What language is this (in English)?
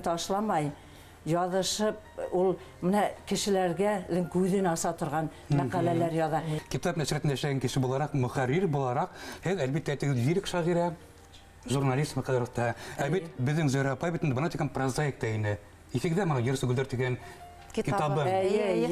Bashkir